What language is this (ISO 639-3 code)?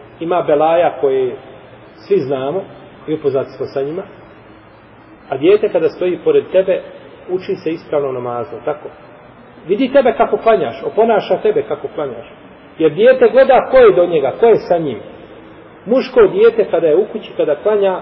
bos